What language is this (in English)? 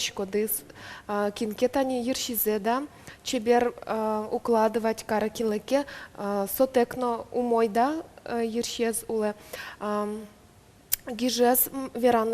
Udmurt